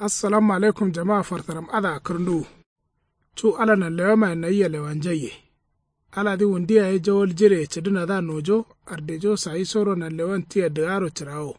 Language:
Kanuri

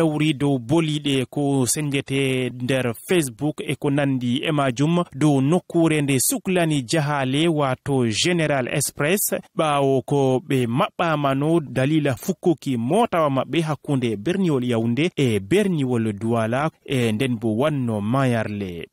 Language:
Fula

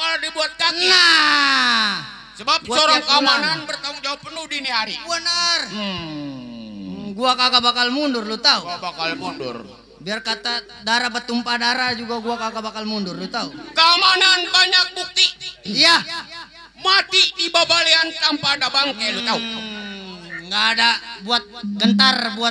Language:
Betawi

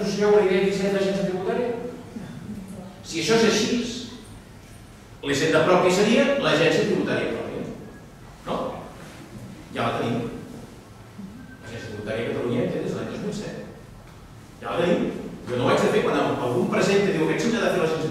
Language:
Catalan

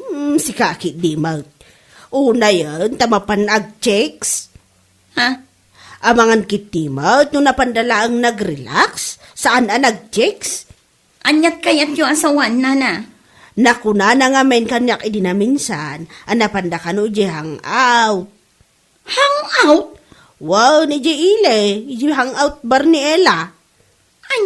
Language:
Iloko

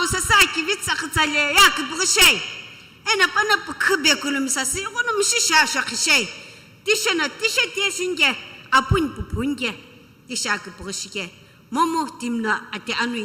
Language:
Sumi Naga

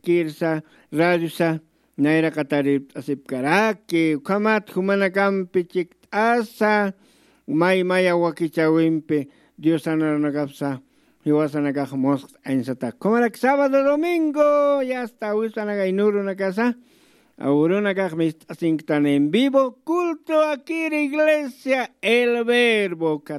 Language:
Aymara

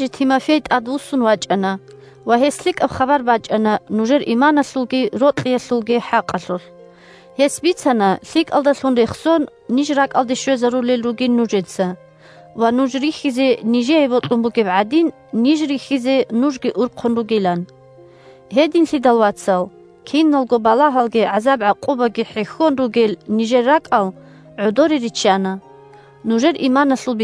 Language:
Avaric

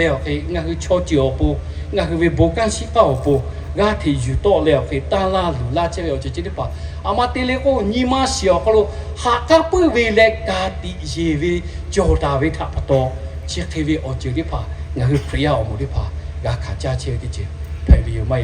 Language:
Lahu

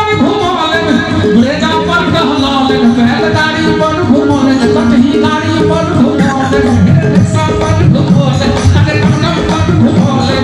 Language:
Maithili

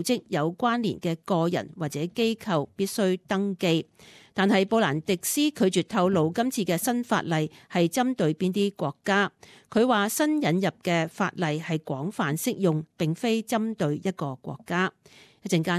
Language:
Cantonese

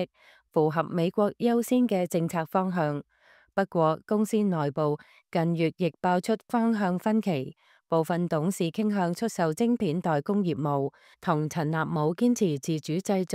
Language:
Cantonese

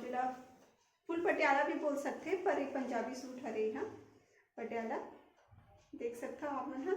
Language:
Chhattisgarhi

